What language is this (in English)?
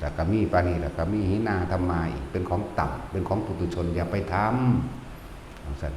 Northeastern Thai